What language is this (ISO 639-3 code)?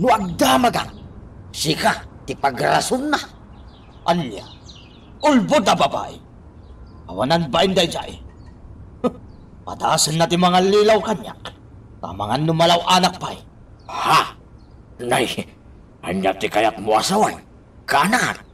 ilo